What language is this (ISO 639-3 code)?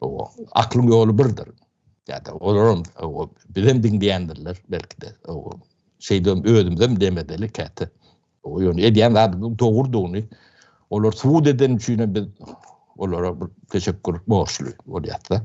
tuk